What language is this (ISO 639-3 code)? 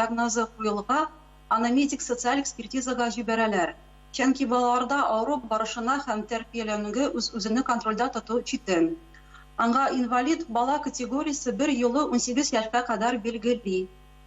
tat